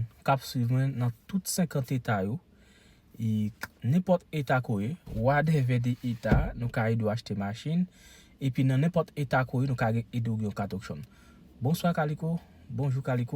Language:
Haitian Creole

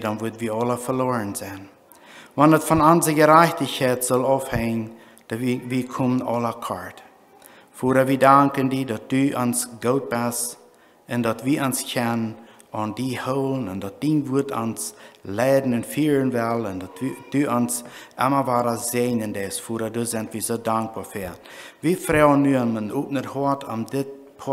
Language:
Plautdietsch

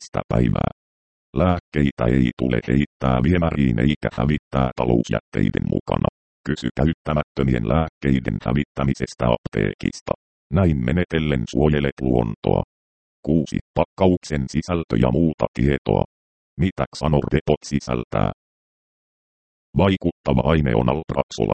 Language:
Finnish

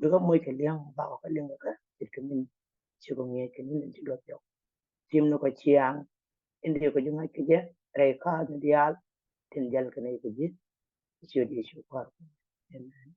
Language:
Nuer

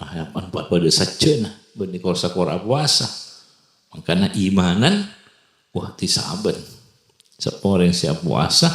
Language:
Madurese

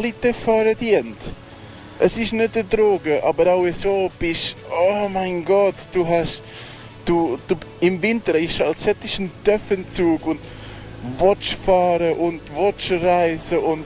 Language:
Swiss German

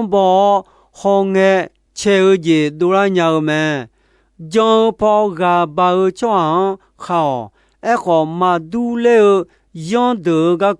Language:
Akha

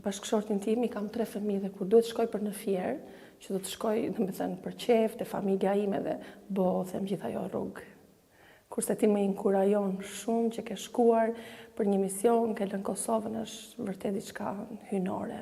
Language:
Albanian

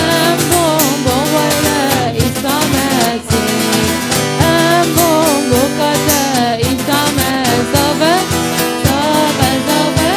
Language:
Kurdish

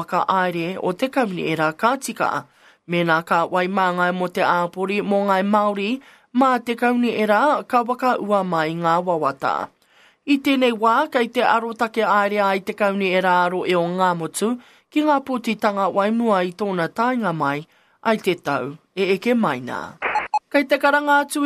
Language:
Māori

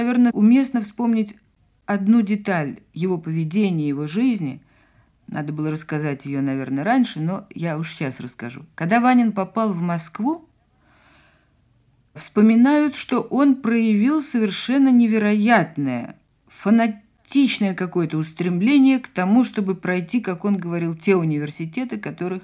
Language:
Russian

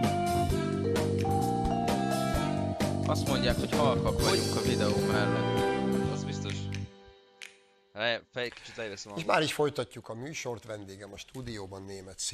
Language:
Hungarian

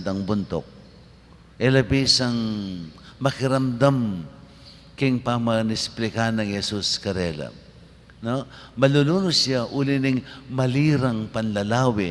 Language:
Pampanga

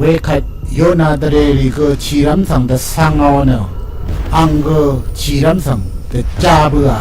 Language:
Rawang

